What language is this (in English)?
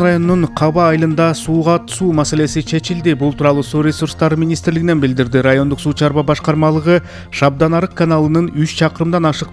Kyrgyz